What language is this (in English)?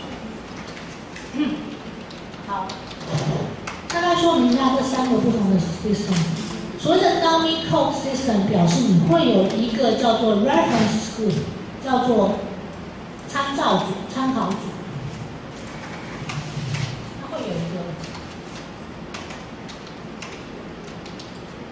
Chinese